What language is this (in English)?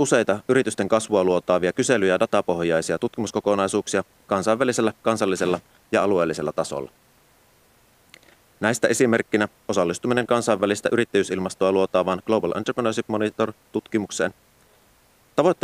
Finnish